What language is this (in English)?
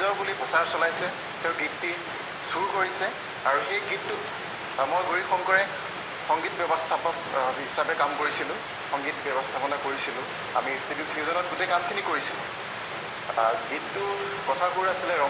Assamese